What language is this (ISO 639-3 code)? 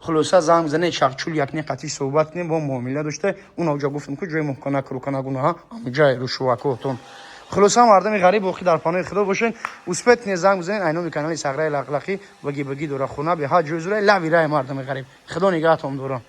tgk